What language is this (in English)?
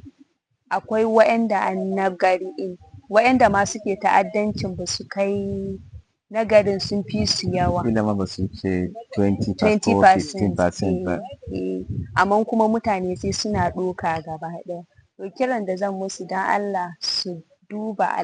Hausa